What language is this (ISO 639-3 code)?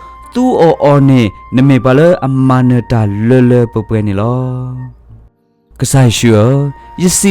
ksw